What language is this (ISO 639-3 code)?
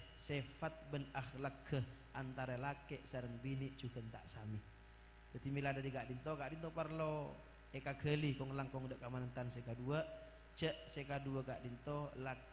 mad